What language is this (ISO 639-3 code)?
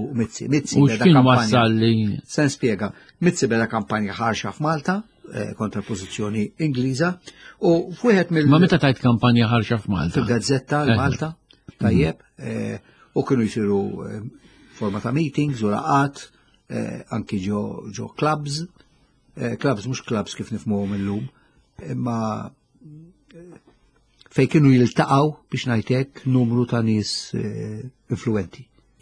mlt